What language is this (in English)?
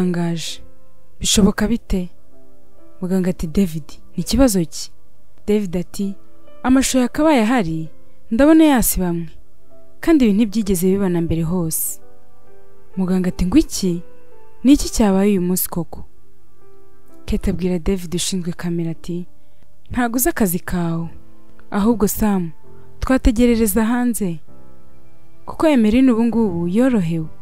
Kinyarwanda